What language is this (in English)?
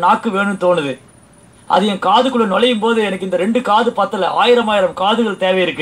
Tamil